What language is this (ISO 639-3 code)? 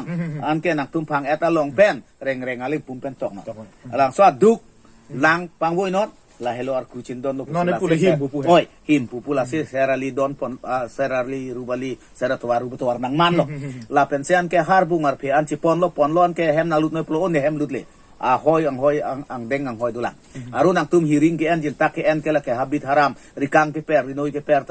mjw